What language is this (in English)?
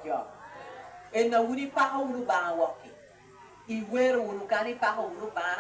Lango (Uganda)